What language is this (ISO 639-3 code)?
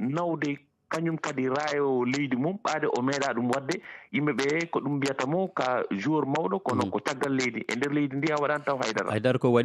ful